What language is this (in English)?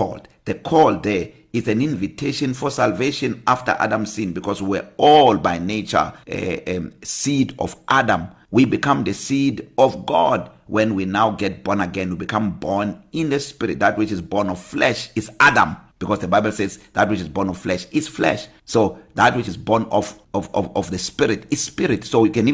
English